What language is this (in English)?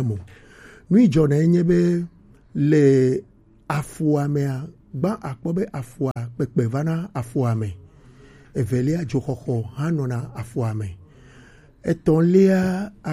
Gen